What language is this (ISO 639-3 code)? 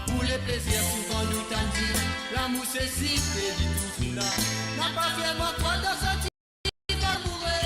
mfe